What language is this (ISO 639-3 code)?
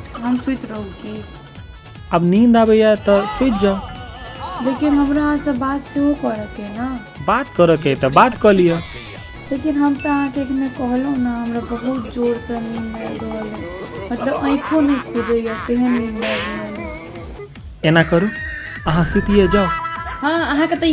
mai